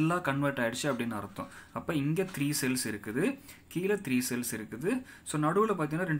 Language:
Tamil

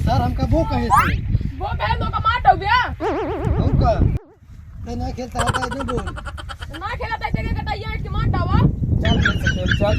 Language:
Awadhi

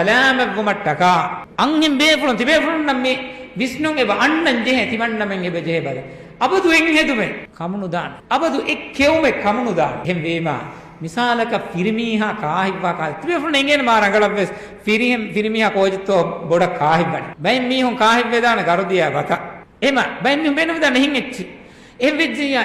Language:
Divehi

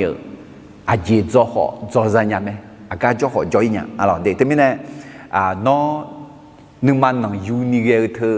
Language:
Akha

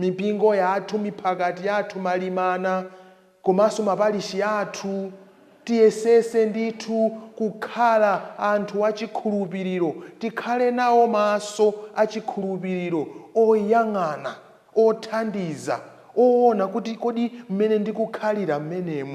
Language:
Nyanja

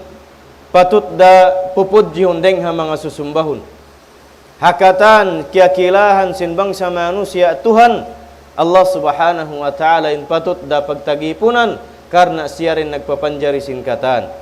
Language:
Tausug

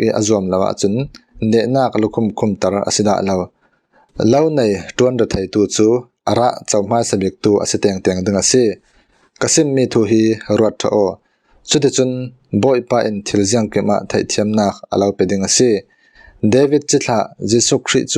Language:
Falam Chin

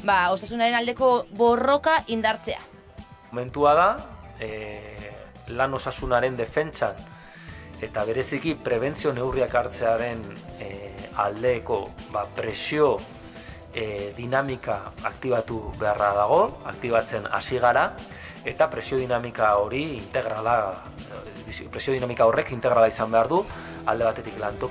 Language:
Basque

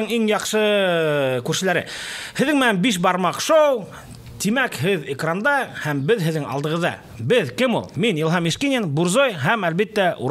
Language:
Bashkir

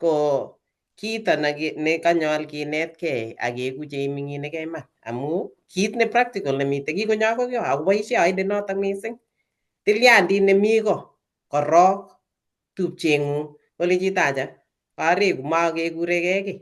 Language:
Kalenjin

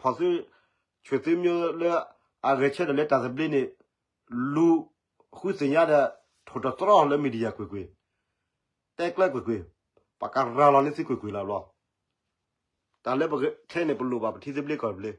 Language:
S'gaw Karen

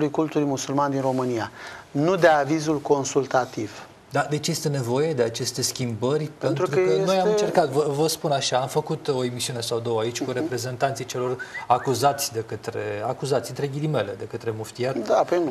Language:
Romanian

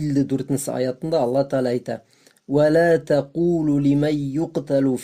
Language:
Bashkir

